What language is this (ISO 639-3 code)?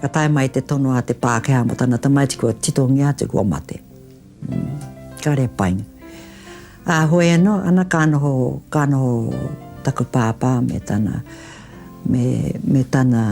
mri